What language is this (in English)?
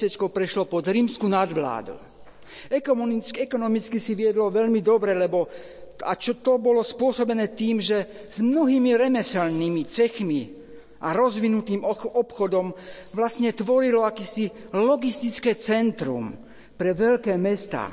Slovak